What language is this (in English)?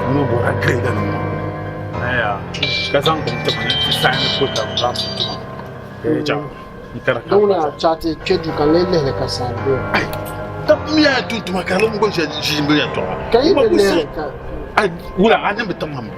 Dagbani